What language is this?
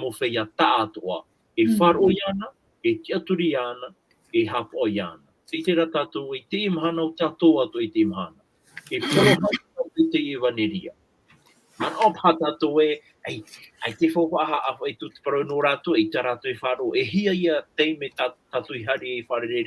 Tahitian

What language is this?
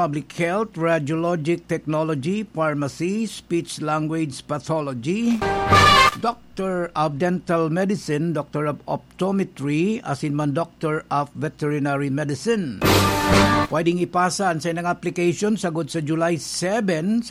Bikol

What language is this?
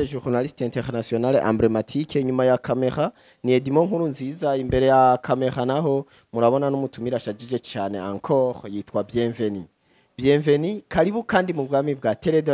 Rundi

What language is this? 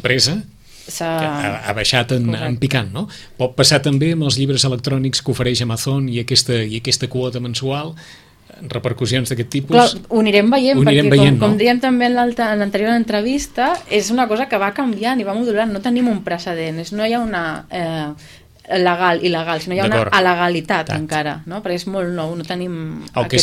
Catalan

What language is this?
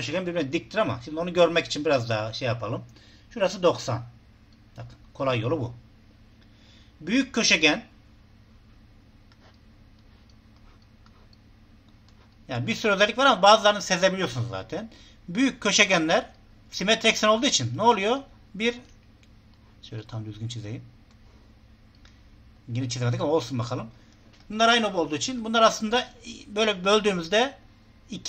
Turkish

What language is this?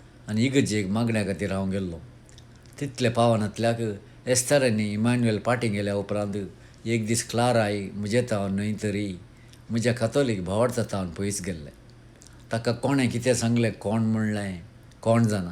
Konkani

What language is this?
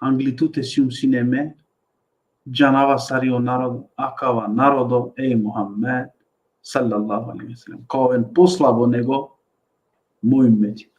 Balkan Romani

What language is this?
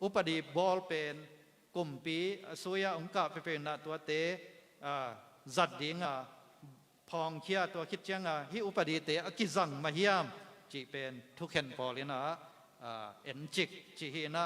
Tedim Chin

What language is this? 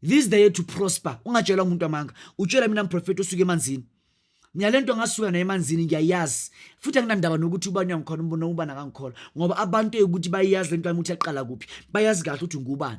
Zulu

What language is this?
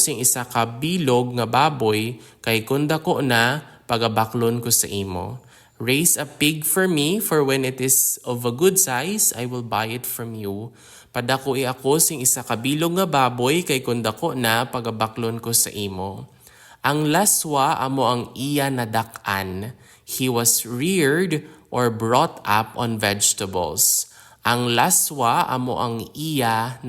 Hiligaynon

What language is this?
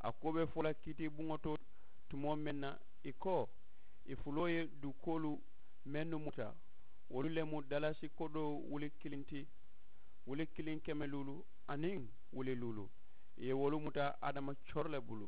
Mandingo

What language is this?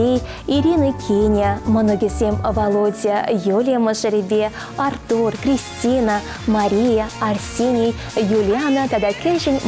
Chuvash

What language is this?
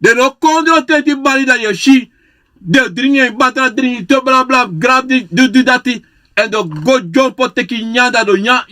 Sranan Tongo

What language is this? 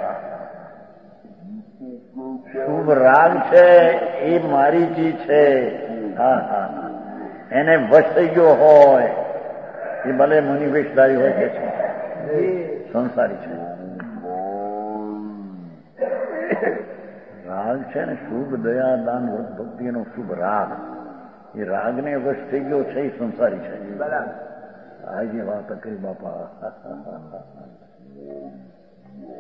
Gujarati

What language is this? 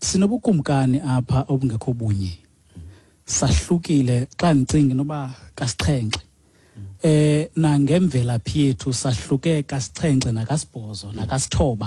Xhosa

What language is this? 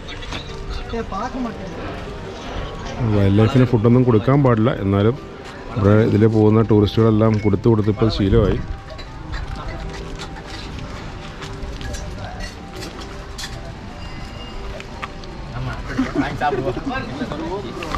Malayalam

